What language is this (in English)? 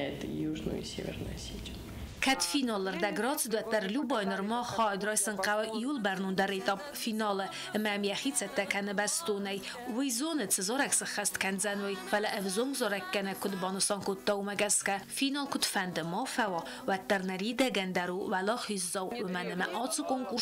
Ossetic